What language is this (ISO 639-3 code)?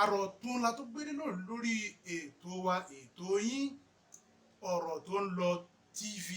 yor